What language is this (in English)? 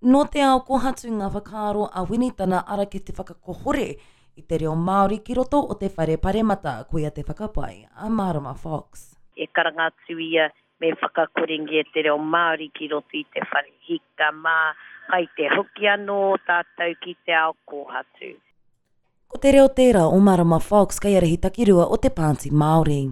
Māori